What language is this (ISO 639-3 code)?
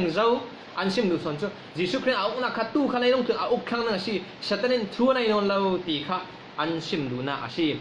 cfm